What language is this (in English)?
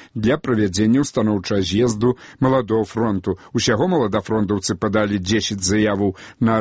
Belarusian